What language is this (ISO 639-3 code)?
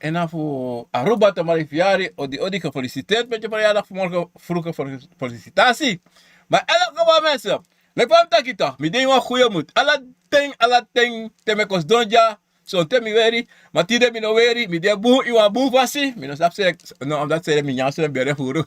srn